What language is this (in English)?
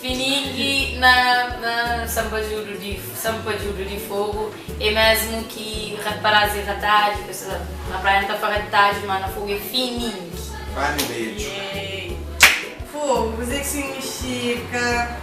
Kabuverdianu